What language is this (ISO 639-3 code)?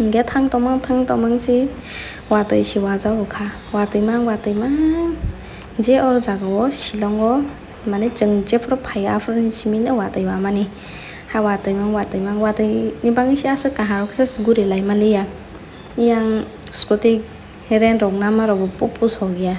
trp